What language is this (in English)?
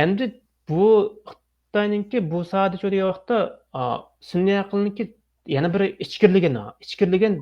Uyghur